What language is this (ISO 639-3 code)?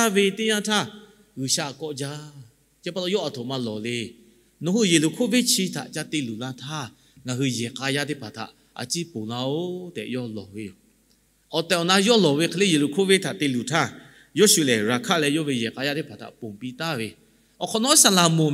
lhu